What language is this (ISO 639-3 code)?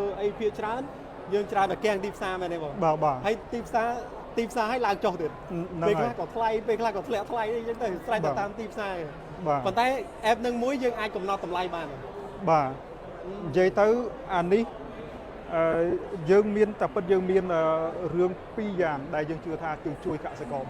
khm